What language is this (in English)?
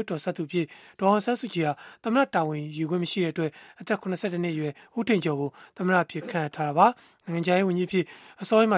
Burmese